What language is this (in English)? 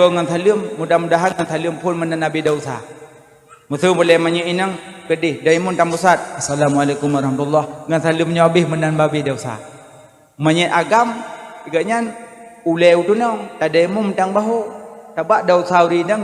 Achinese